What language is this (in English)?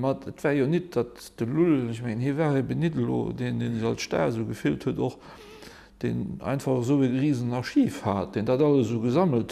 Luxembourgish